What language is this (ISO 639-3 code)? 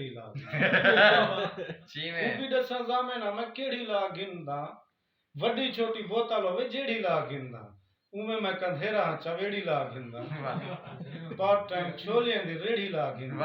skr